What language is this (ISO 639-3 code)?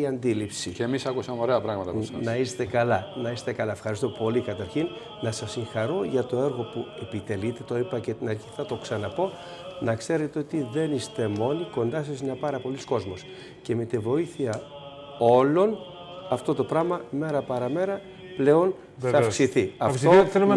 ell